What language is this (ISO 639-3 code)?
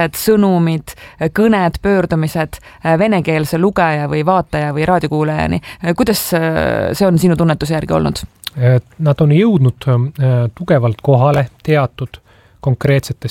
est